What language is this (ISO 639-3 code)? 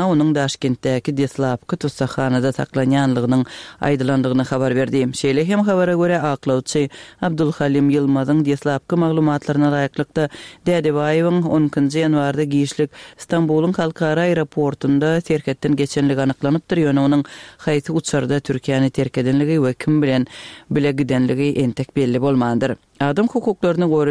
tuk